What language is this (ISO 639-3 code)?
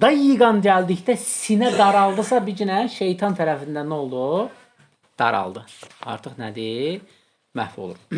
aze